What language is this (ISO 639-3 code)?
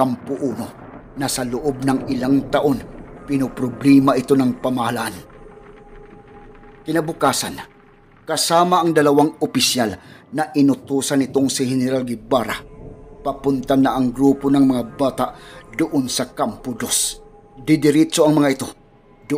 fil